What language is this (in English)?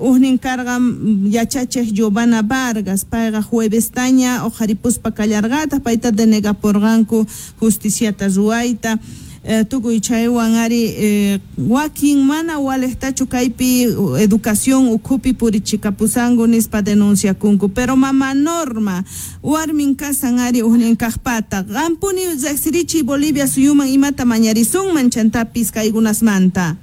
South Bolivian Quechua